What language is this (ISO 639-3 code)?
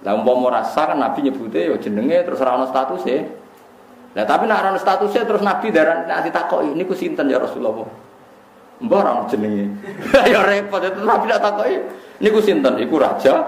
jav